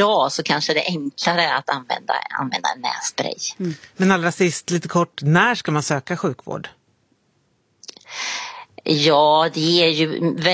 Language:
Swedish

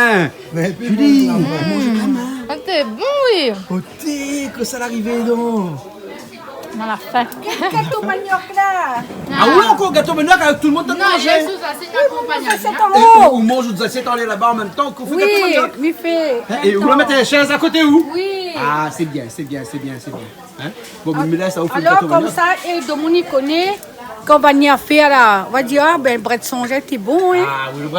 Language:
Réunion Creole French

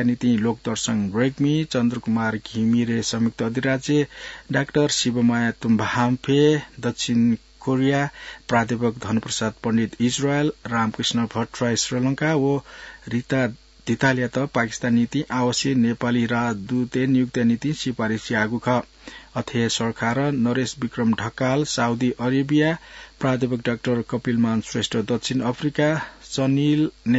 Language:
Newari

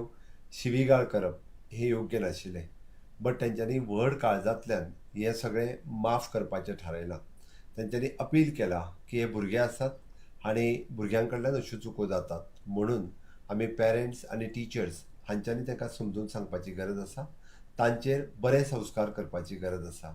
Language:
Konkani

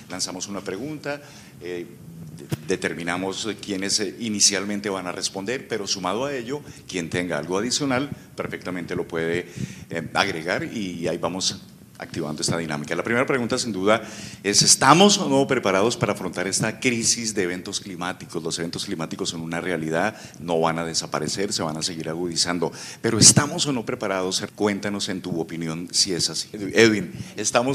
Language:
Spanish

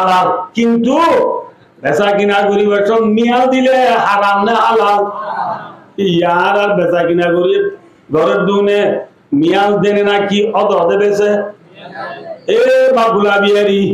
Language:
Rohingya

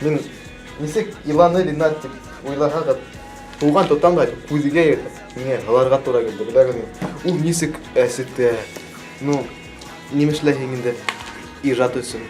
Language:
Bashkir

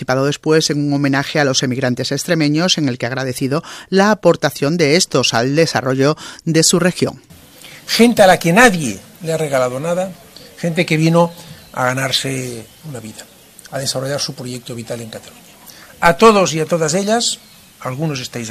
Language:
Spanish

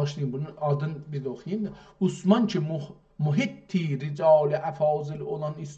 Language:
South Azerbaijani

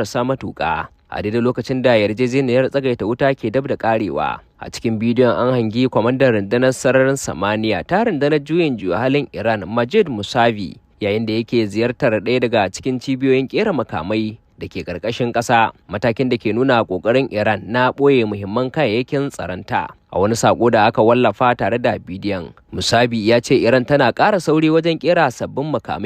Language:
Hausa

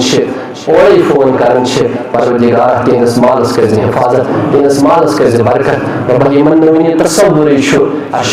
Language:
Kashmiri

